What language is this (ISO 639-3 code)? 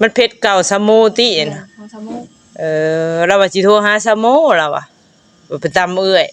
tts